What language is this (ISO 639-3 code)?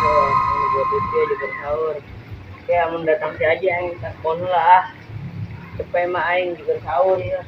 sun